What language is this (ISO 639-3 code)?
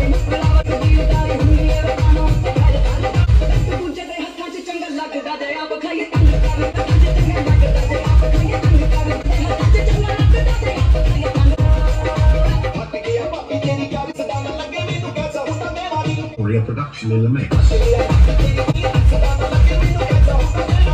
pan